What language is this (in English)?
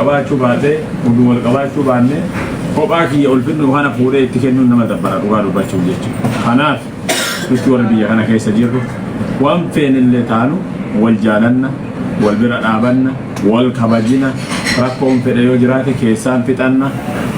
Oromo